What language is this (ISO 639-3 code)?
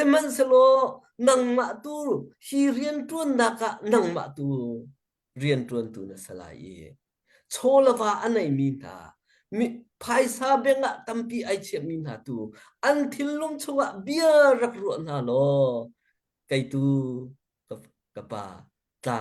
cnh